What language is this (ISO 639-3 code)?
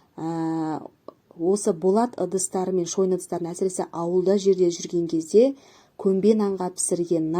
kaz